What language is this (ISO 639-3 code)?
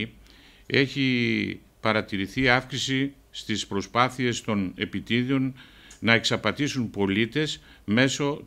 ell